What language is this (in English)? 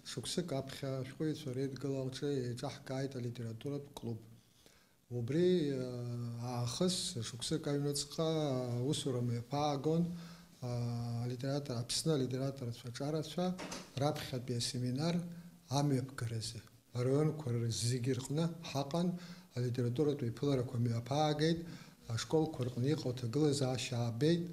Abkhazian